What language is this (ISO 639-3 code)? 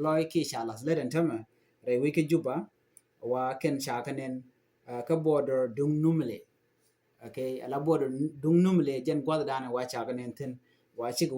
nus